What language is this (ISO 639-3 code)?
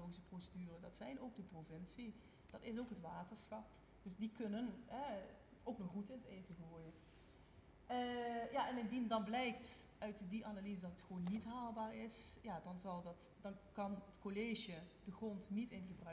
nld